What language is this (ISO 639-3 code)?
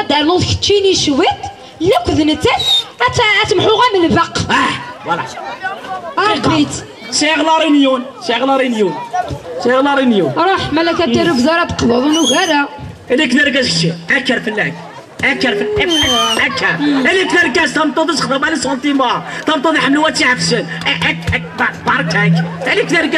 kab